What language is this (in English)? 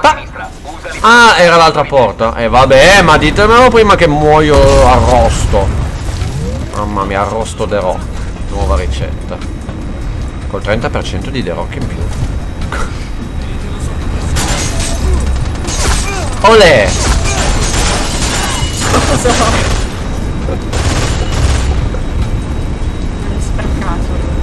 Italian